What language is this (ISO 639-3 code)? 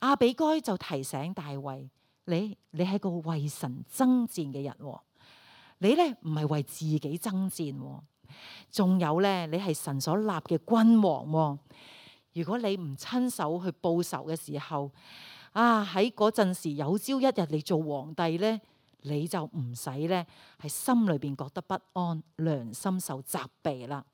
yue